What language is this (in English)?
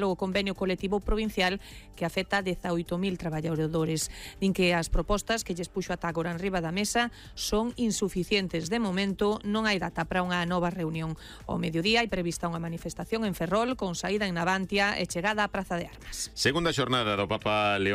Galician